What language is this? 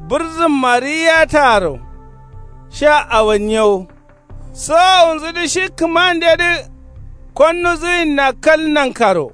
Kanuri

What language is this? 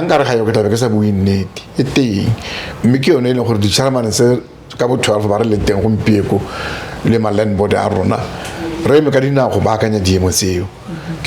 Tswana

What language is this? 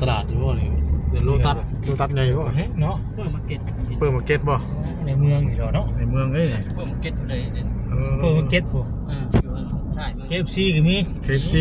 Northeastern Thai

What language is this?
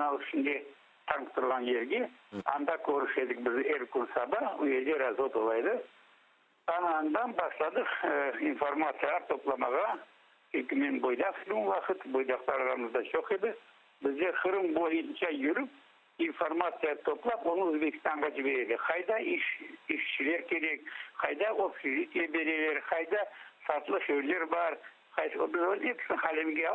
Crimean Tatar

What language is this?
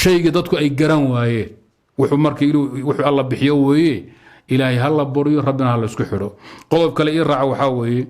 Somali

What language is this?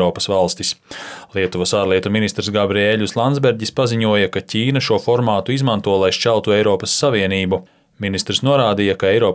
Latvian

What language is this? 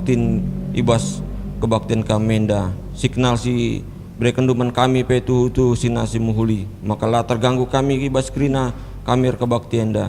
Batak Karo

